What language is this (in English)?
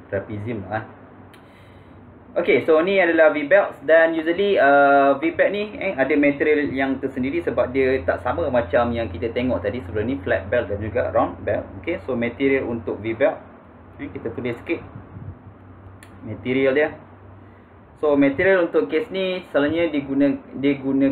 Malay